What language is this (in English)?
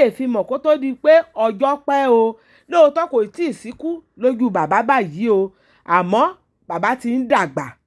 Yoruba